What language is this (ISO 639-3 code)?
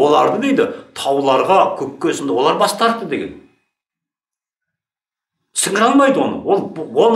kaz